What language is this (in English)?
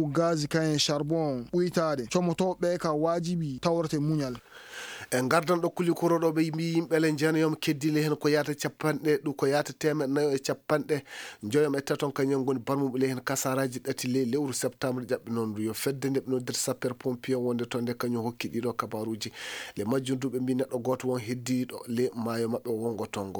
Fula